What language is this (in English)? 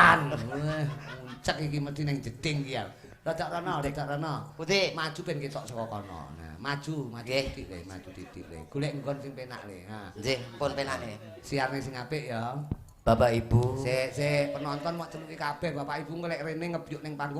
Javanese